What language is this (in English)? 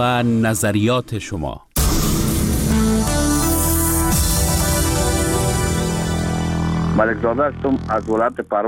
Persian